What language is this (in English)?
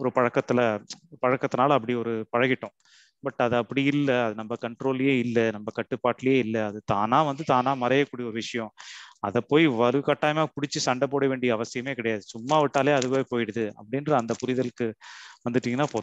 Tamil